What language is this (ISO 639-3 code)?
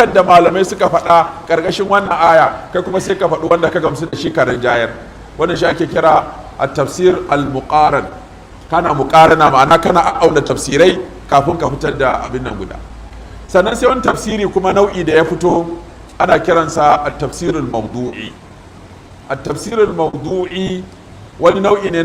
hau